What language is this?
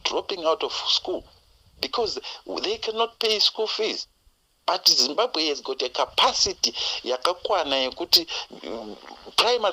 Shona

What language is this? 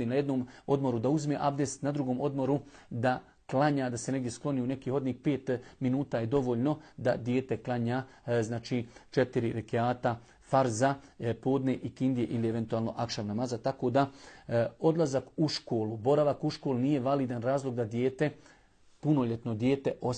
Bosnian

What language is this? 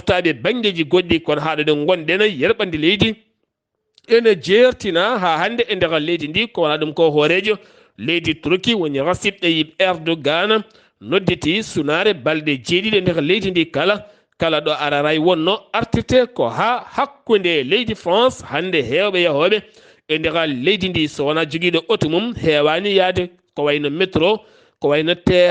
Fula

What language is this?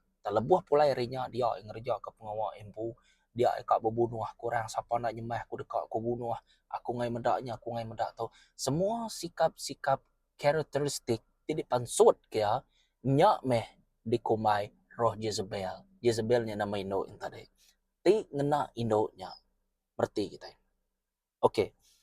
Iban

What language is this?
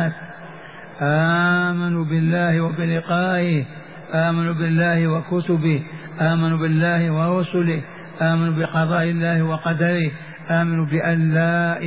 Arabic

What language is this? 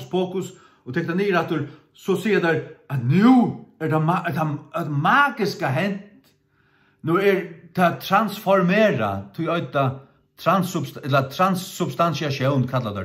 Faroese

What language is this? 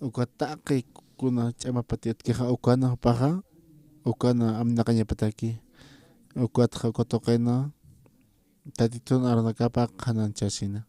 Aymara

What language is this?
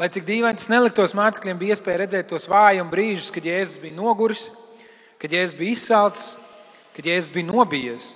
Latvian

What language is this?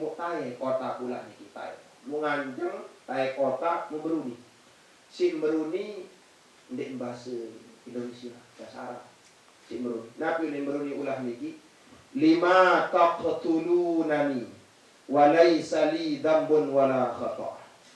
Sasak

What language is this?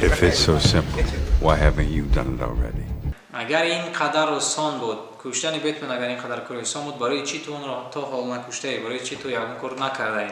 Tajik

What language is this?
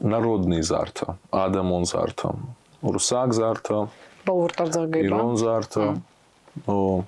Ossetic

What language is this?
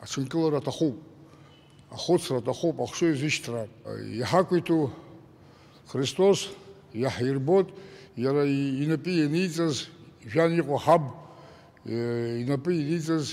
Abkhazian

